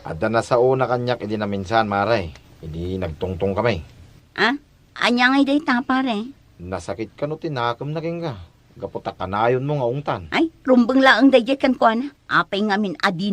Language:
Iloko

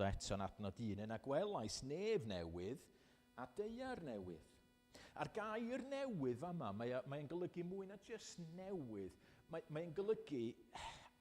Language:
Welsh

